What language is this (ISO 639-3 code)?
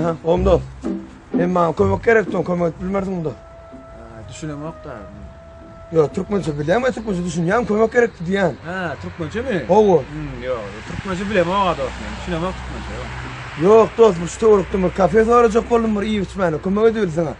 tuk